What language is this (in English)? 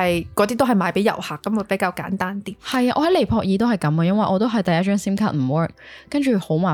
Cantonese